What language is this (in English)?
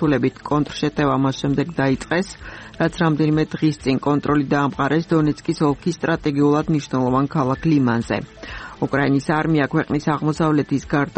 Georgian